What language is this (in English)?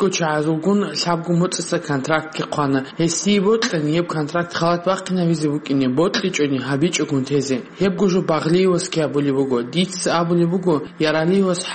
Avaric